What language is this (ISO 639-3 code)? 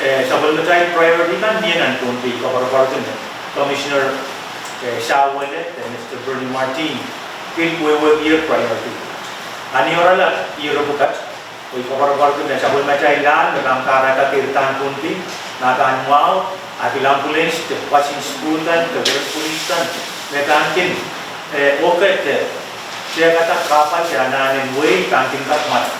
pon